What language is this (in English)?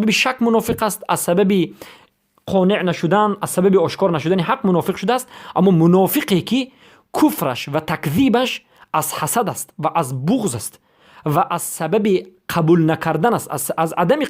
Persian